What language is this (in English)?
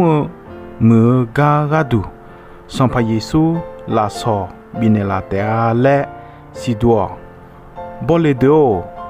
Akha